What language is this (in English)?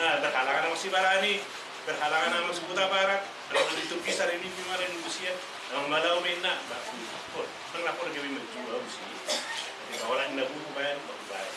Batak Toba